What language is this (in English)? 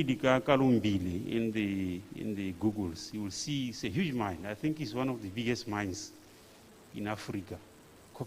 Tswana